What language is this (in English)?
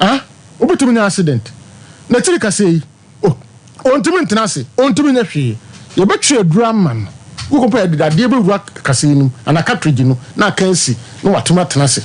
Akan